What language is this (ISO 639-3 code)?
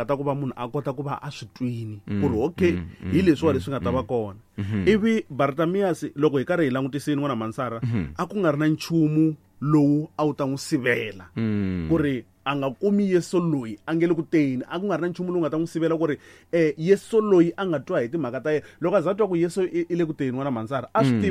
tso